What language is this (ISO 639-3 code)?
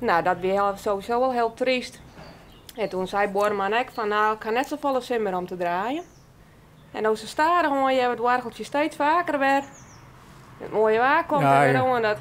fry